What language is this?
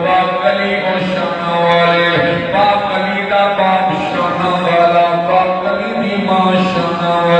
Saraiki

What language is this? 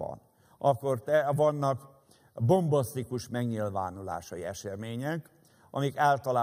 Hungarian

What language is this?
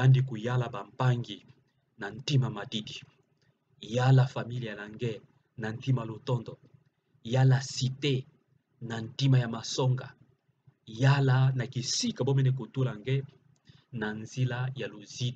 Kituba (Democratic Republic of Congo)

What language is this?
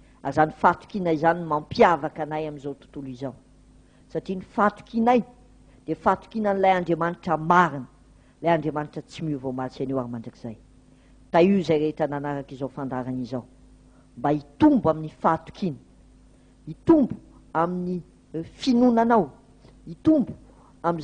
Malagasy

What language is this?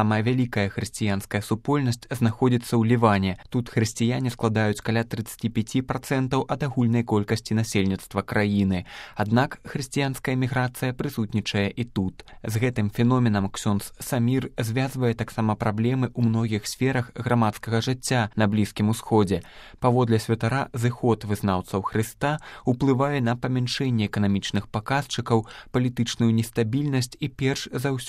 Belarusian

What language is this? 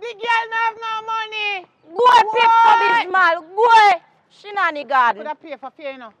Jamaican Creole English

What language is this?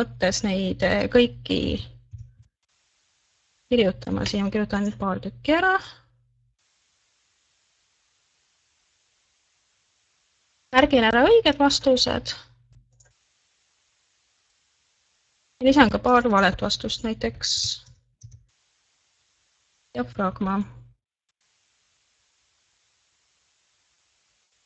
Estonian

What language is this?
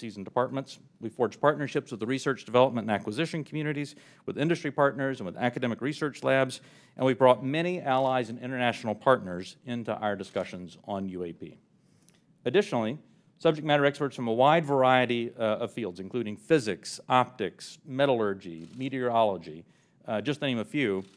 English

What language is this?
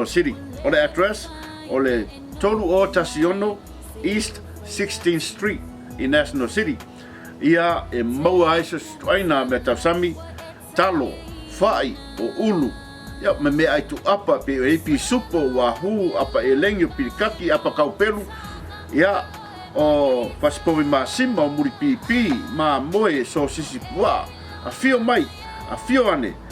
Samoan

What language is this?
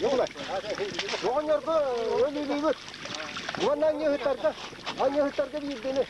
Yakut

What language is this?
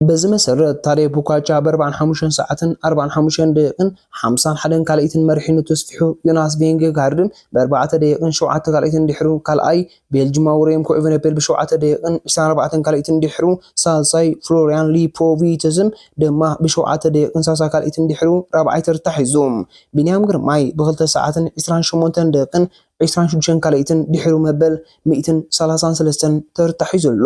Tigrinya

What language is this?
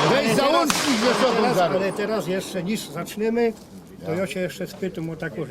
Silesian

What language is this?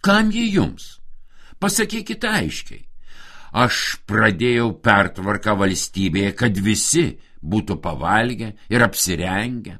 Lithuanian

